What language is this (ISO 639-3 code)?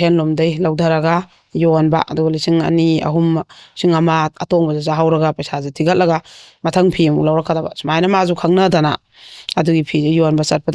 mni